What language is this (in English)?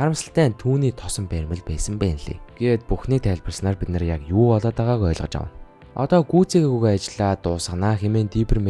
Mongolian